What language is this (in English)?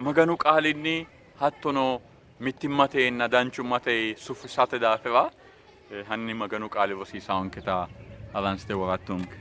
Sidamo